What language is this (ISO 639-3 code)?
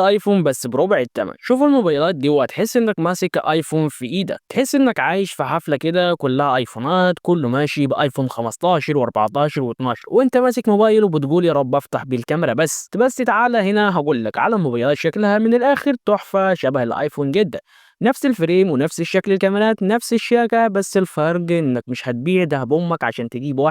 arz